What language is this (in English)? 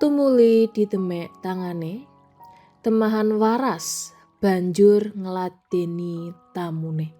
Javanese